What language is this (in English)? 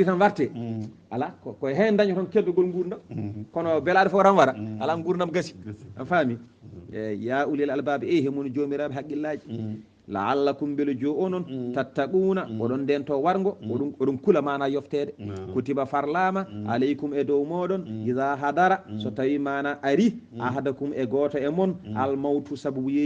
Fula